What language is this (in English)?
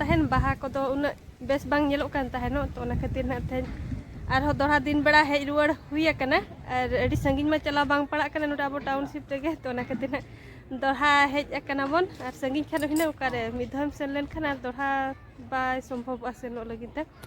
Santali